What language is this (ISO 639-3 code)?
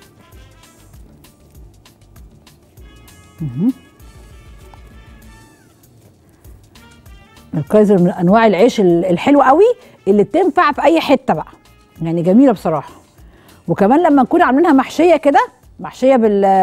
arz